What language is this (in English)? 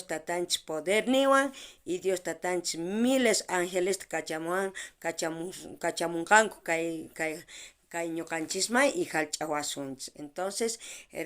South Bolivian Quechua